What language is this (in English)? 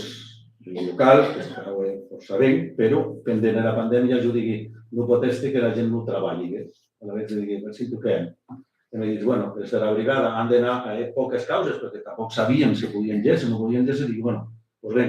Occitan